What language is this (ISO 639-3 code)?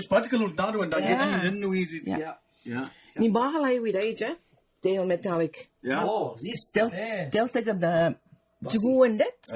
mic